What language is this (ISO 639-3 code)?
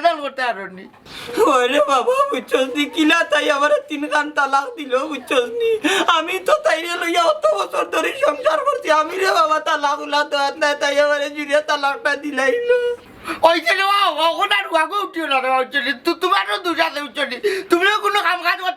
syl